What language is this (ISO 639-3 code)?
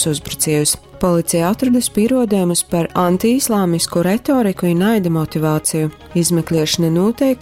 ltg